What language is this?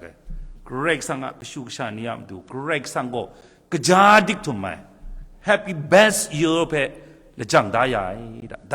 Kachin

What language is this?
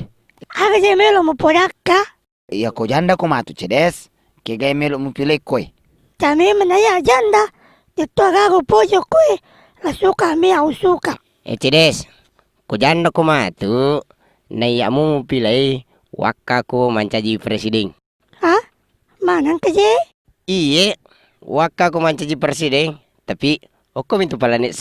Buginese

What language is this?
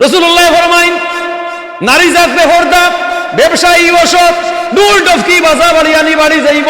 Sylheti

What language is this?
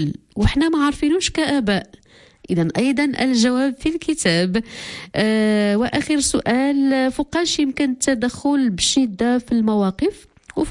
Moroccan Arabic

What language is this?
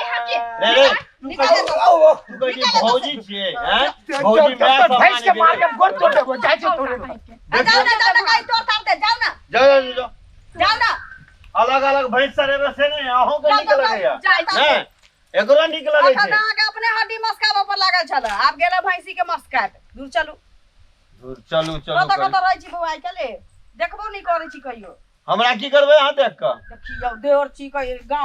Maithili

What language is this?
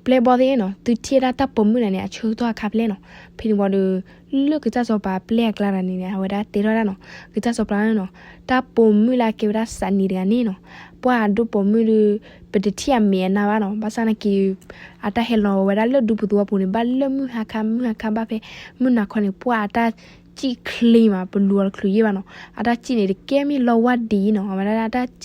S'gaw Karen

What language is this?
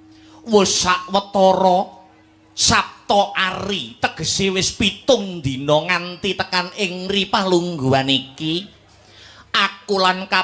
Javanese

